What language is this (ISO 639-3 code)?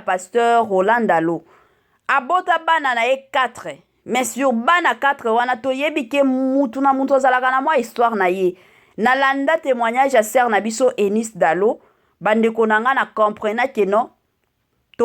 lin